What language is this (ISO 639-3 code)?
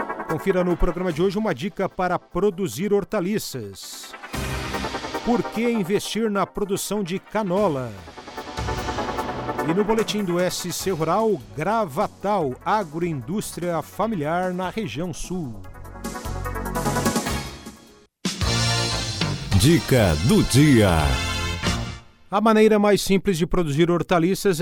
por